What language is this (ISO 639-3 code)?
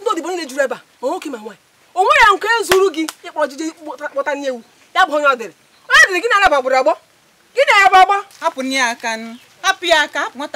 ibo